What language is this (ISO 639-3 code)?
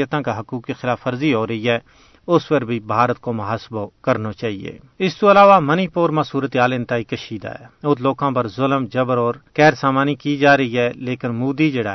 gju